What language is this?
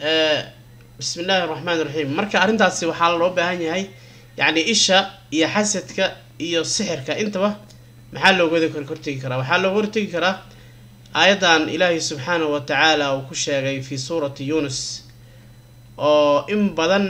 Somali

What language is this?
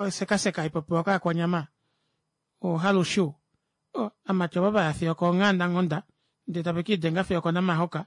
Kuanyama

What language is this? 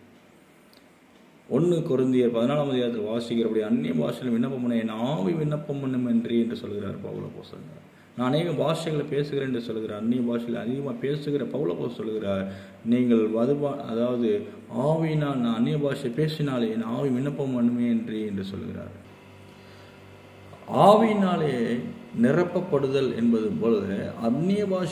Tamil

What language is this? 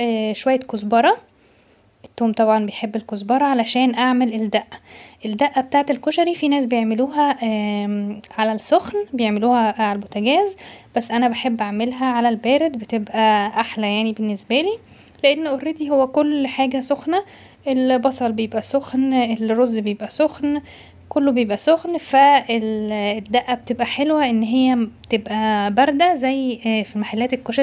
Egyptian Arabic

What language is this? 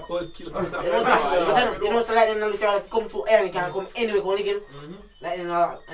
Jamaican Creole English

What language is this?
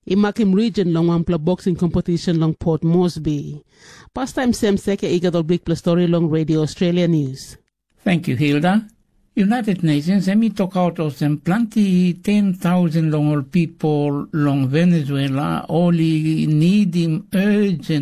Tok Pisin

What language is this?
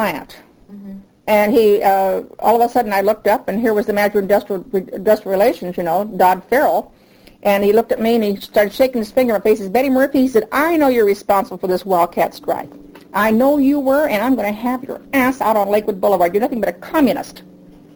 English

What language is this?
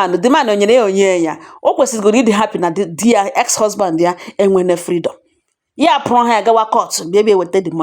Igbo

